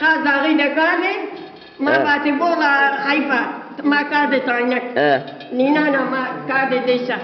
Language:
Zaza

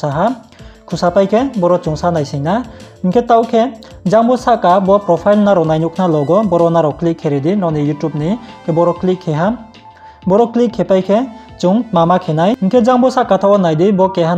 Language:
Riang (India)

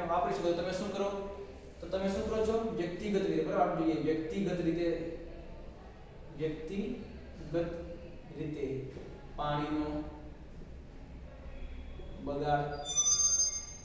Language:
Gujarati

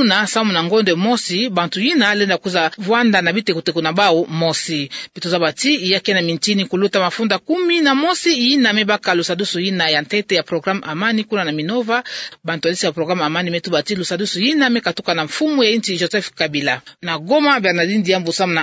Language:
Kituba (Democratic Republic of Congo)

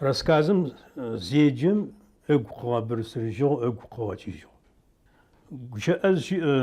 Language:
Adyghe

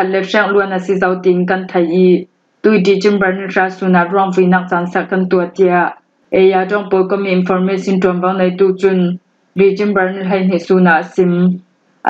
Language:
Hakha Chin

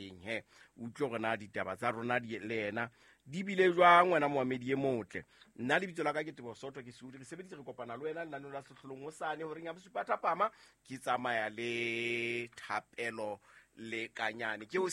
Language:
Southern Sotho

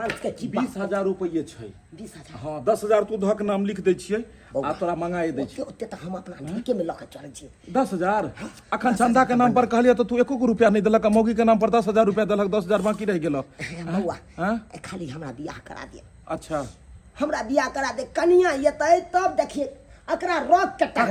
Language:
Maithili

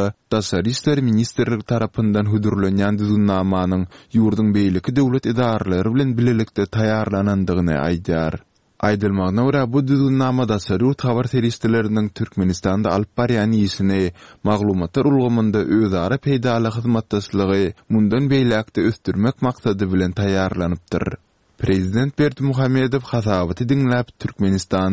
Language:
Turkmen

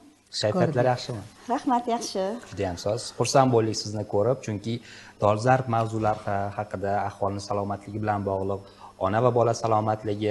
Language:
Uzbek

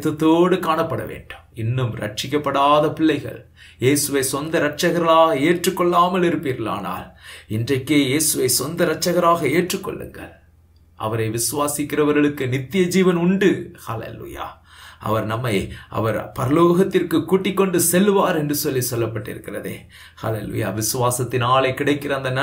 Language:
Tamil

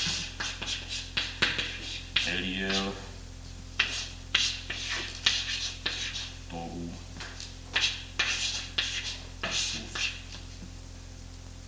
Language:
Czech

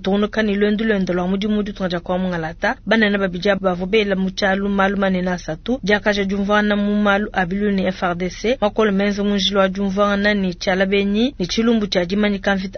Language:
Luba-Lulua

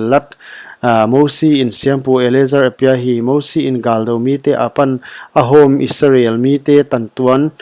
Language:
Paite Chin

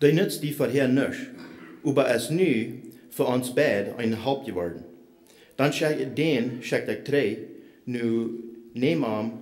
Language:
Plautdietsch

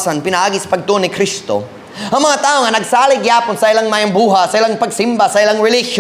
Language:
Cebuano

